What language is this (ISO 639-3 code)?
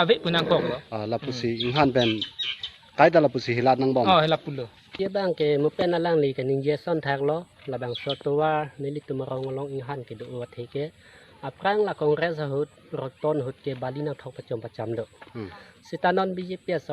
mjw